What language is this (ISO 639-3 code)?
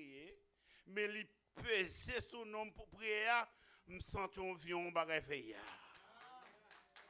hat